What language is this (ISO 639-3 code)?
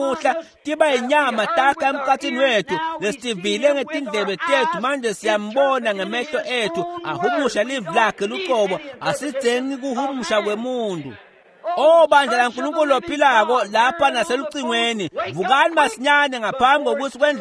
ssw